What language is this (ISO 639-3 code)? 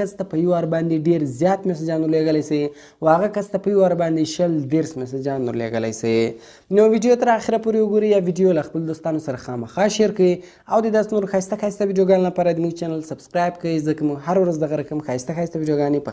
pus